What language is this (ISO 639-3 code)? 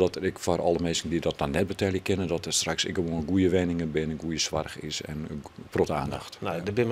fry